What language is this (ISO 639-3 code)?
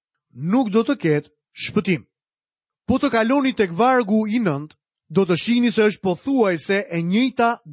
sqi